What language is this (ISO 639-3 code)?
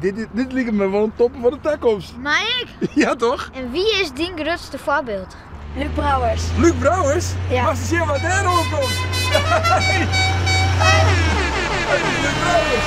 fry